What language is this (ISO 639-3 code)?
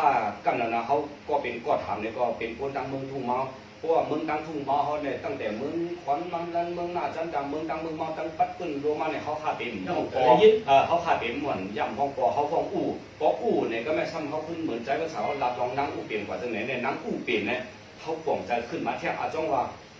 shn